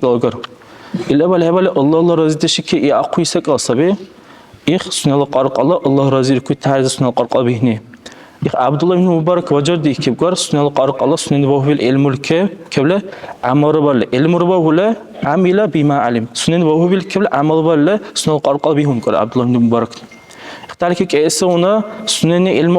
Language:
Dargwa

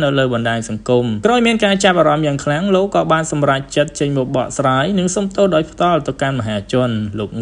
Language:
Khmer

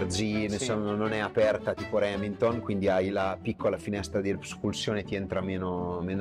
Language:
Italian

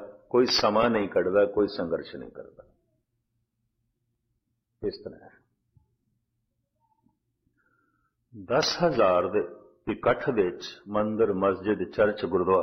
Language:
Punjabi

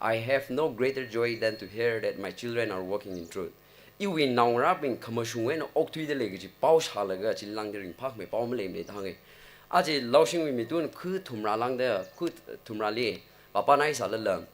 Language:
Tangkhul Naga (India)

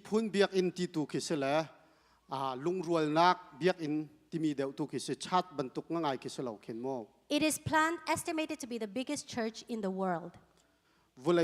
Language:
Hakha Chin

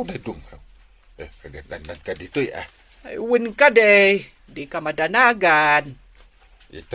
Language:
Iloko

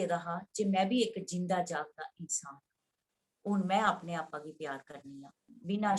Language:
Dogri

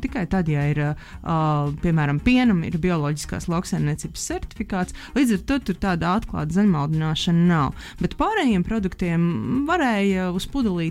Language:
Latvian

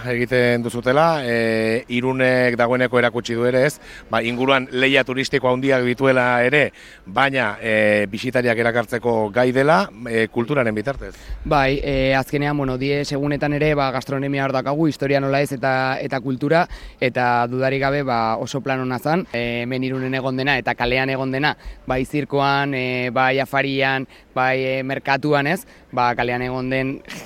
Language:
Basque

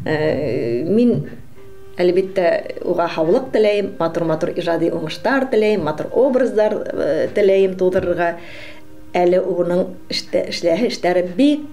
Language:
Bashkir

